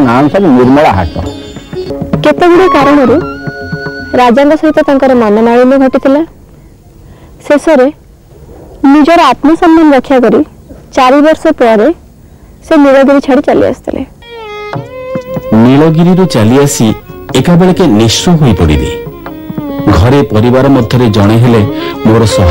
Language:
Odia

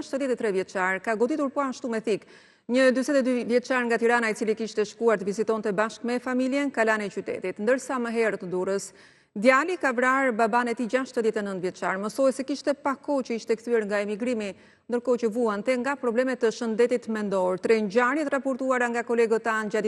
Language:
Albanian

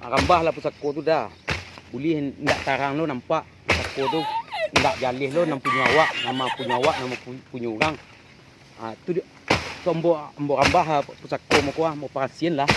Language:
Minangkabau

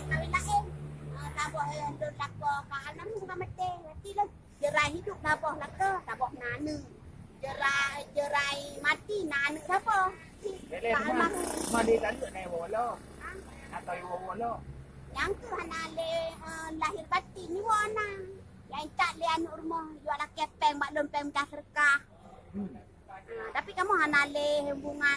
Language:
Achinese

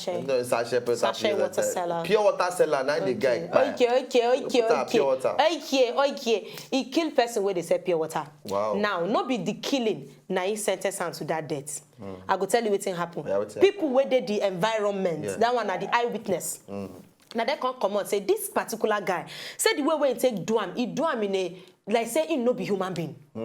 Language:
Nigerian Pidgin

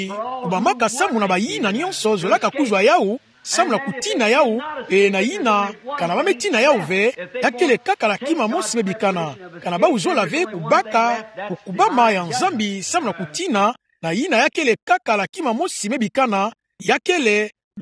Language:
Kituba (Democratic Republic of Congo)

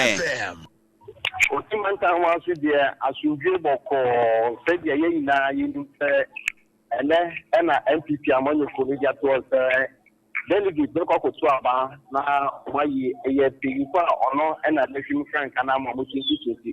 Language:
Akan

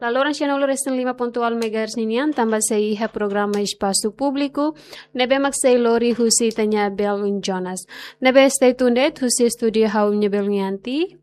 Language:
Tetum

